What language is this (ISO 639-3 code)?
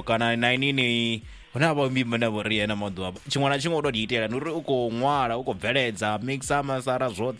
ven